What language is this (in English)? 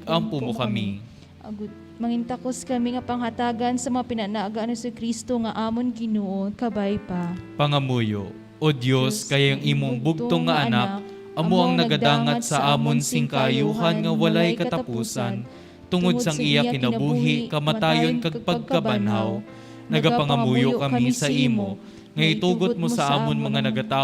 Hiligaynon